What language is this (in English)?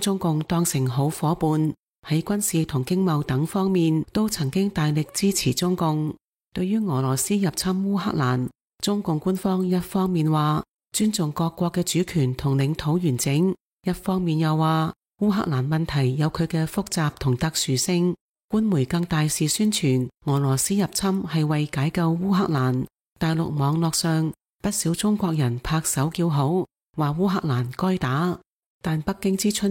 Cantonese